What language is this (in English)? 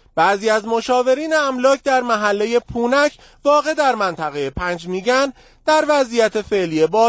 Persian